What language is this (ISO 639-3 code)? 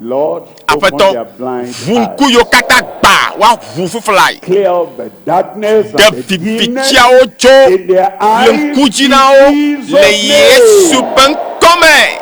ewe